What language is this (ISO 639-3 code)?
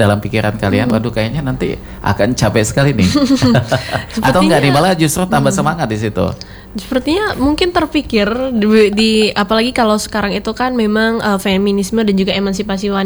ind